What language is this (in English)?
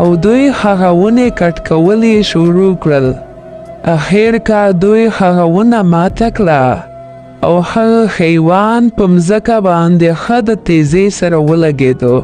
Pashto